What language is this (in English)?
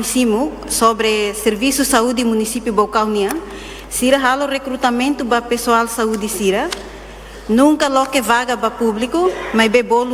Tetum